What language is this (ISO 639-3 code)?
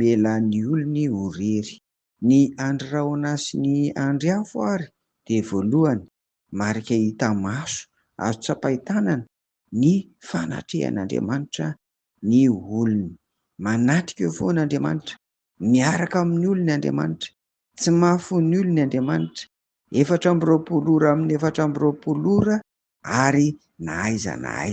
mlg